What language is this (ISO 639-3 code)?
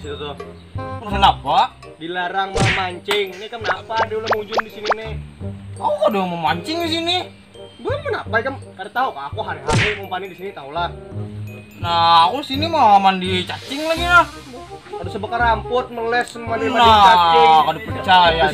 bjn